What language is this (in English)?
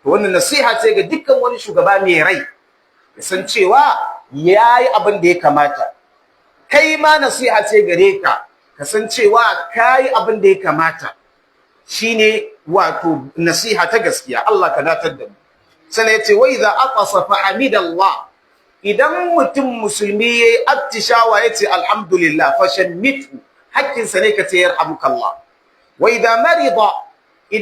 Hausa